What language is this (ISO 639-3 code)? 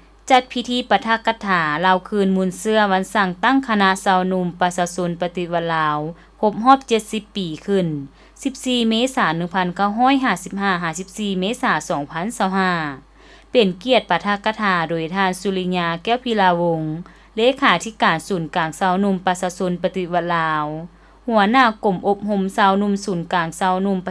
lao